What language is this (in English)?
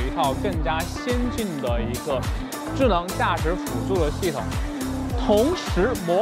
Chinese